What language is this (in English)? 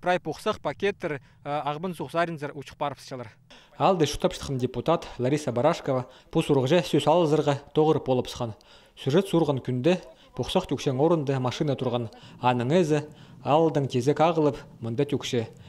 Khakas